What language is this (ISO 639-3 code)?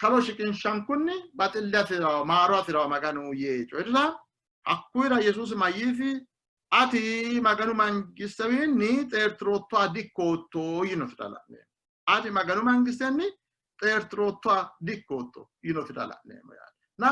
sid